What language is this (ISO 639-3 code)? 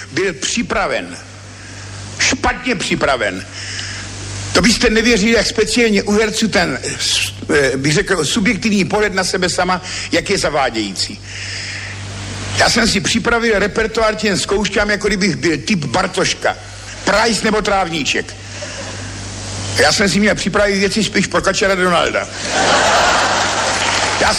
ces